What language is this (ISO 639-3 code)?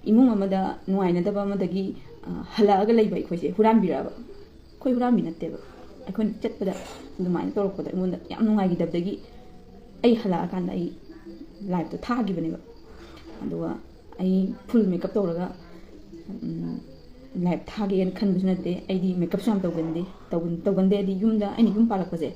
mni